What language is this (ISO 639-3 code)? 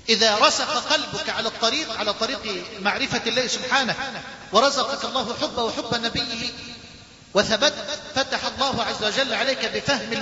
ara